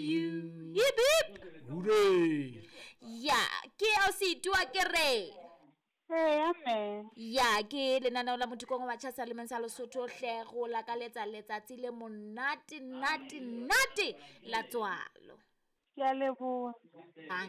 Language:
Southern Sotho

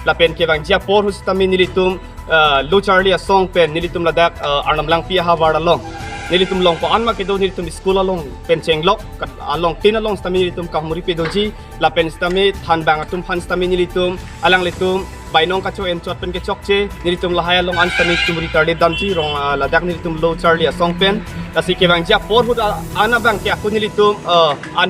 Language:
Karbi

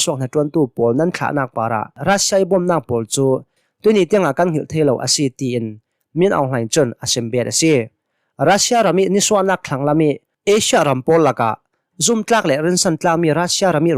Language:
Hakha Chin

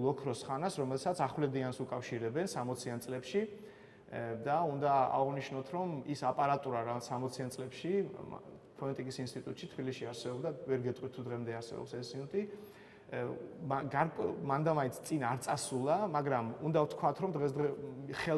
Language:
Georgian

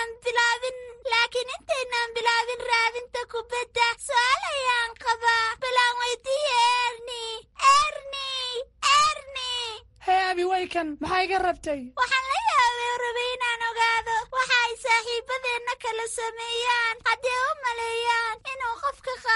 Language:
Somali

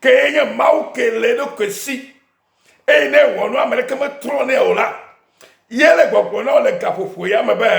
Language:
Ewe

